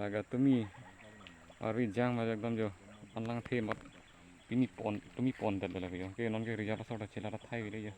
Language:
Karbi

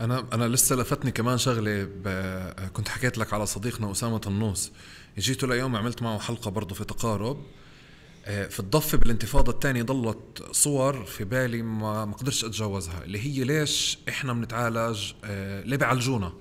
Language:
North Levantine Arabic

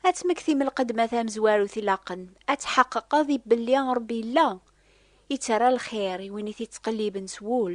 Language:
Kabyle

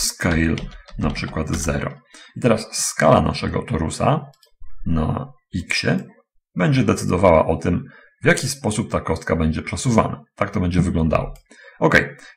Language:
Polish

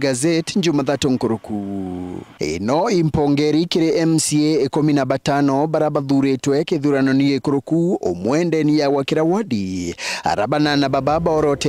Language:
Meru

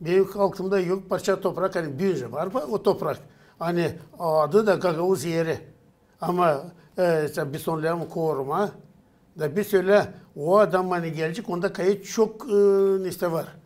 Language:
Gagauz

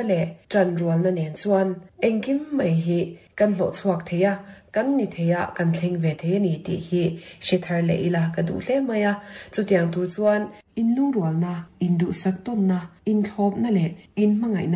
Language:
Mizo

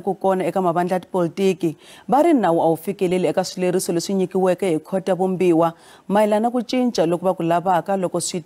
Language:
Tsonga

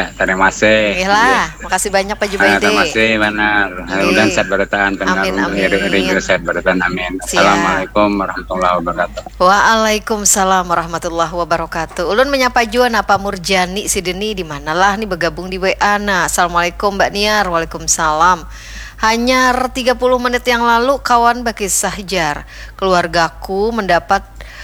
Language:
Banjar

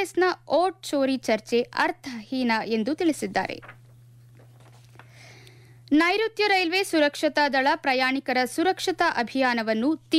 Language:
Kannada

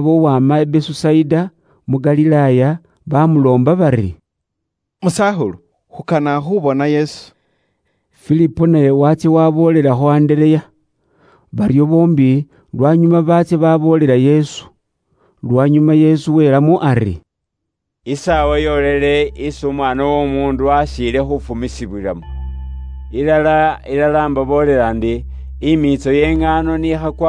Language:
Luyia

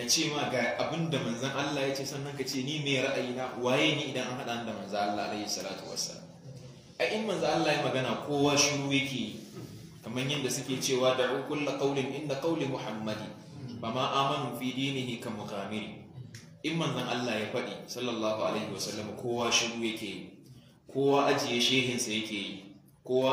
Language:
Hausa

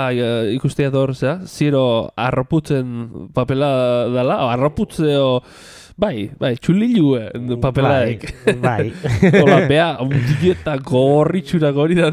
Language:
Basque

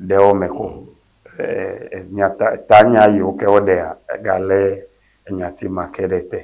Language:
Ewe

